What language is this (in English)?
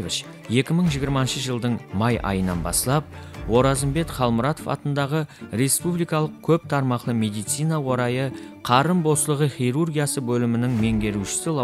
Kara-Kalpak